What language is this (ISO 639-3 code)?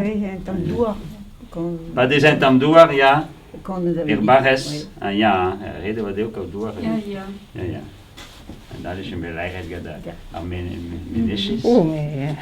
bre